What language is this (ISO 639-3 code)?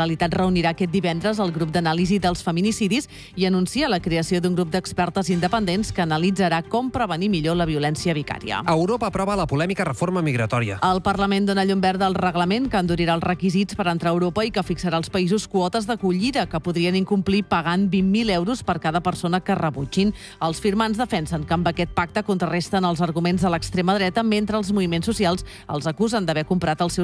cat